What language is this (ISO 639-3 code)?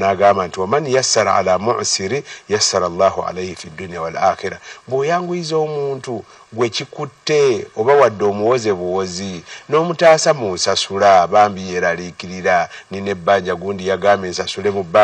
lug